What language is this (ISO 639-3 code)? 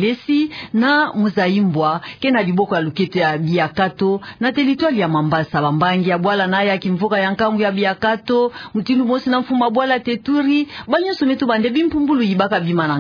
ktu